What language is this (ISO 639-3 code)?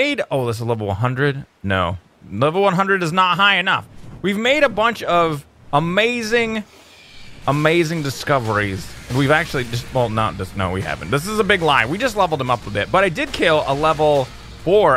eng